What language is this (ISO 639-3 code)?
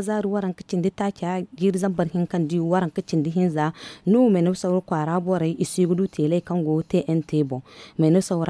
dje